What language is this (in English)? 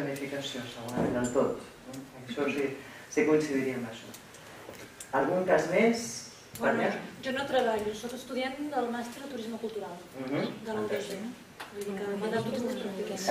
Catalan